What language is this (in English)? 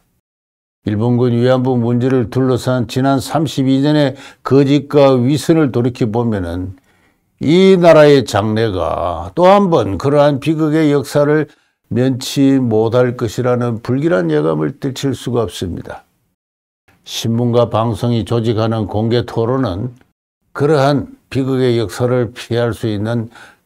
Korean